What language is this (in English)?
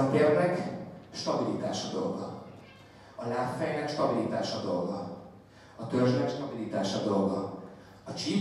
Hungarian